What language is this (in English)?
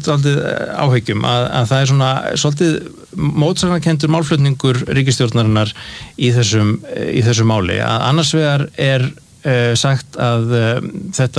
Icelandic